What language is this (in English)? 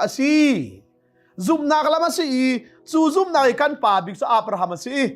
Hakha Chin